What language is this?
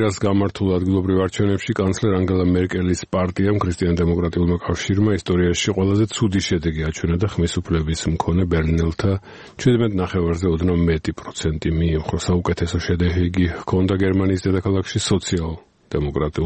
Georgian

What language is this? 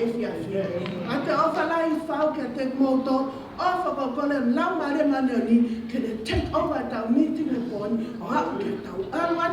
Tongan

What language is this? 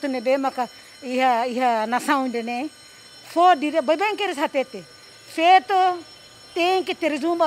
Tetum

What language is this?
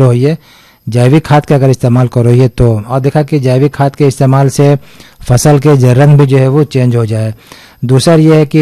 Hindi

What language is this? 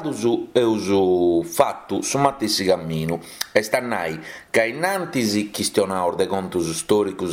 Sardinian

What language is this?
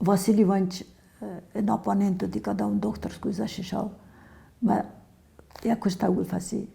Ossetic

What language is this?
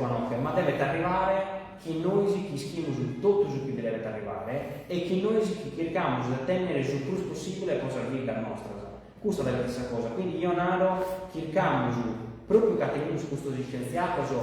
Sardinian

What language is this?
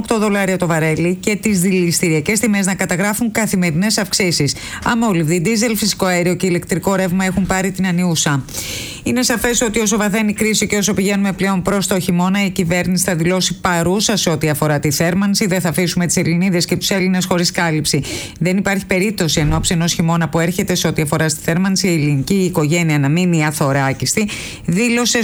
Greek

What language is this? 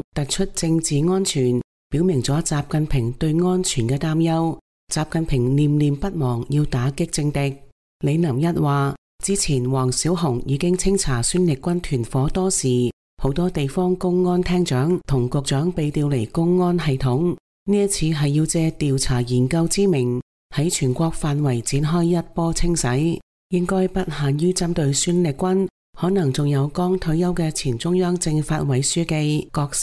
Cantonese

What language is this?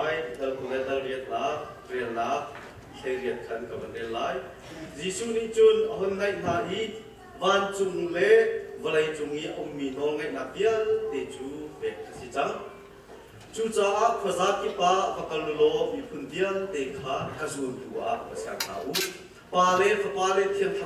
Hakha Chin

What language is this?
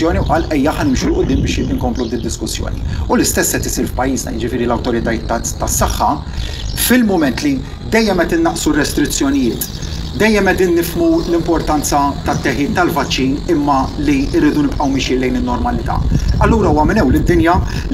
Maltese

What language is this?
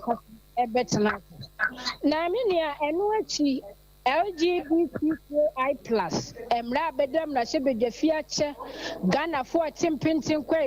Akan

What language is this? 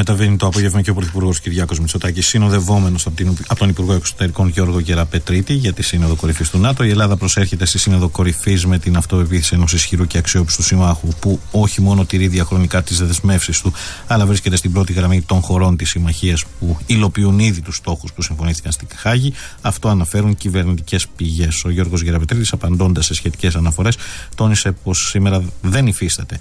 Greek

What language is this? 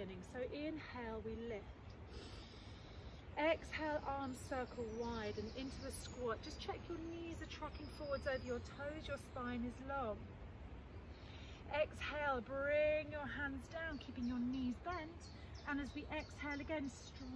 English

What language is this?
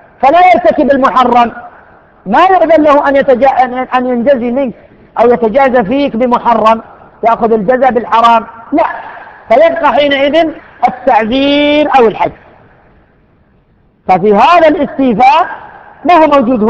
Arabic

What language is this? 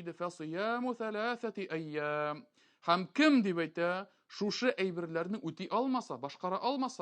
Tatar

